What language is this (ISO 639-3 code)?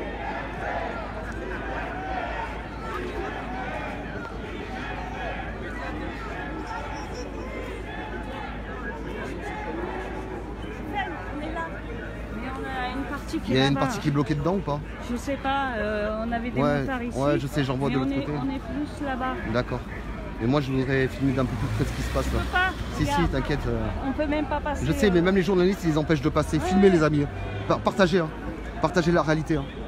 fra